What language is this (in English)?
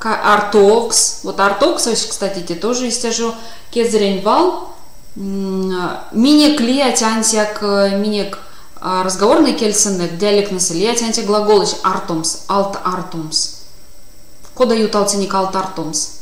Erzya